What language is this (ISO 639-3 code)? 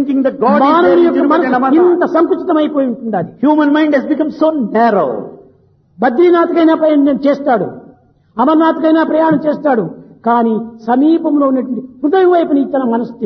tel